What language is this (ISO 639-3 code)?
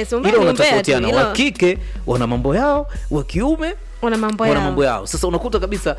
swa